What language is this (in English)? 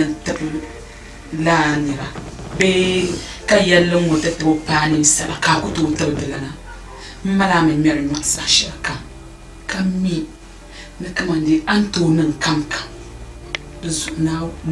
Dagbani